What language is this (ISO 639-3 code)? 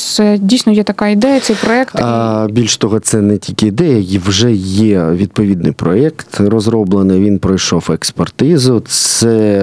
ukr